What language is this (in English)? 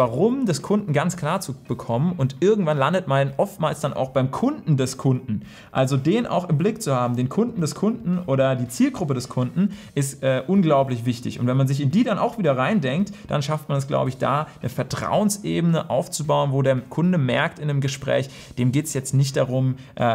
German